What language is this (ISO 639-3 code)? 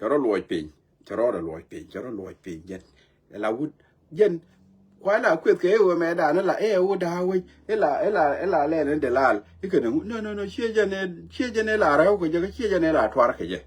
nus